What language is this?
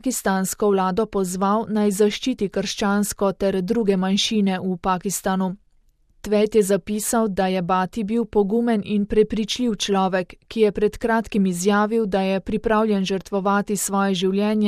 Slovenian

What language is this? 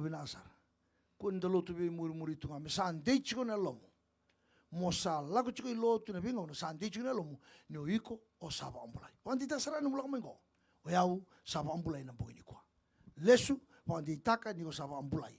Fijian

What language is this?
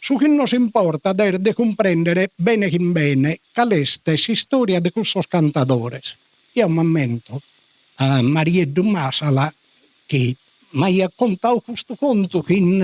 Sardinian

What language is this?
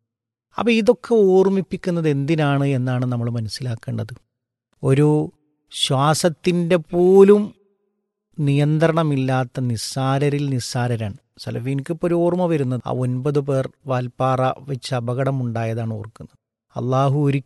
Malayalam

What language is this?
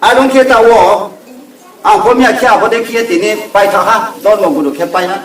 Riang (India)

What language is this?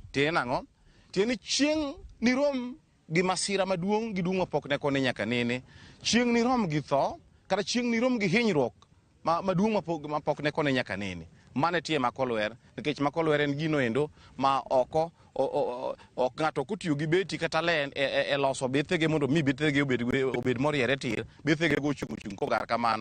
Luo (Kenya and Tanzania)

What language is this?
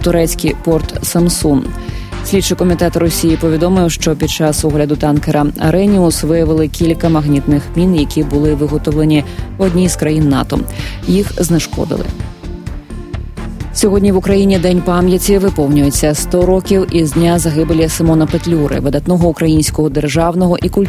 Ukrainian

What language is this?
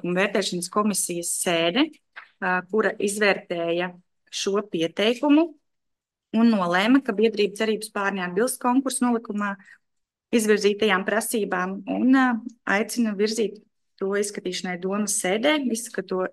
Latvian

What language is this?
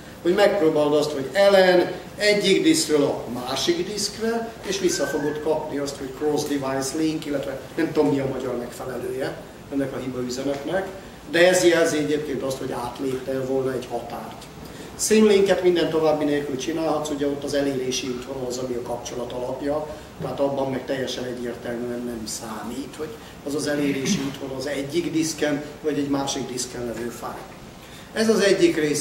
Hungarian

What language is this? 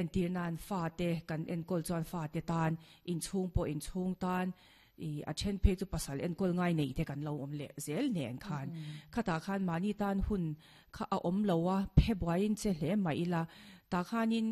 Mizo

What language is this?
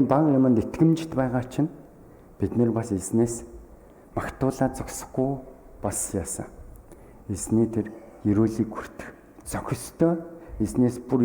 Mongolian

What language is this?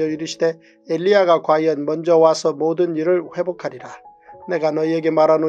Korean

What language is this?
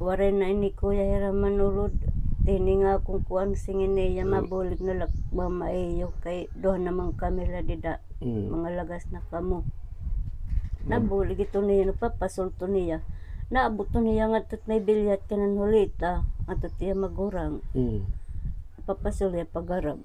Waray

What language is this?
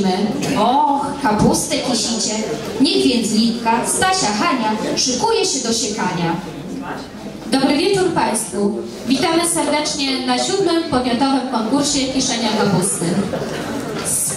Polish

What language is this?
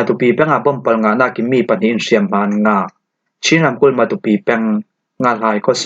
Falam Chin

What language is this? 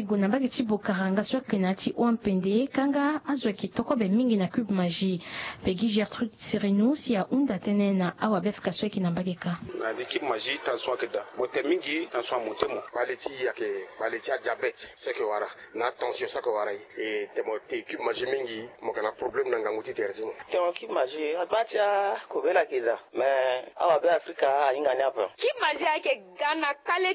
Sango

